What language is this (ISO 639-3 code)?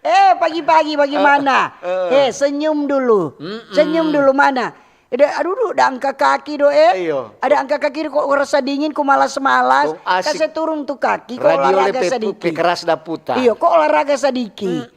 xmm